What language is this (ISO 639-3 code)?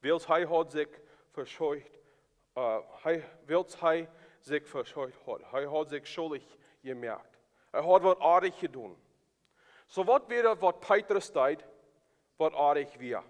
pdt